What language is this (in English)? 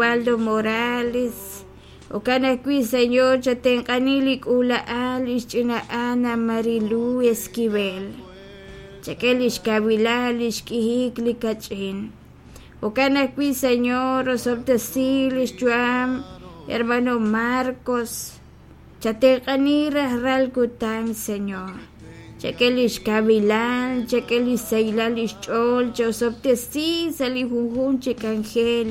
Kekchí